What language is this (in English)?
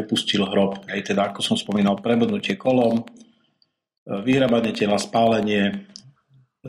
Slovak